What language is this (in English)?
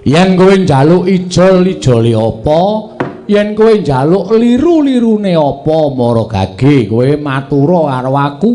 Javanese